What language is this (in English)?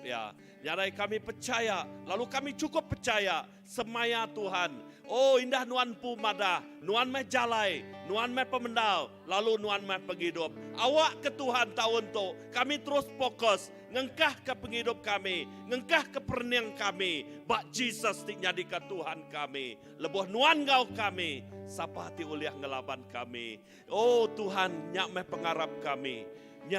Iban